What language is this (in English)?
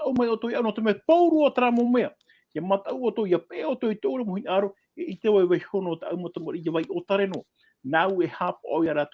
Tahitian